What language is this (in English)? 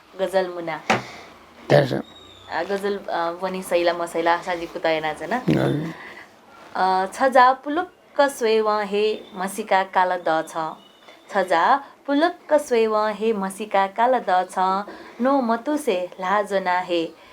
Newari